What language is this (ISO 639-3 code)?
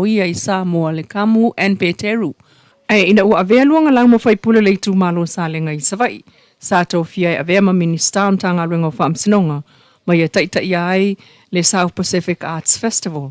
smo